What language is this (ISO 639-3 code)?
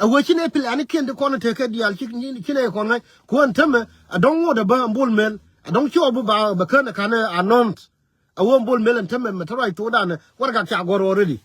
nus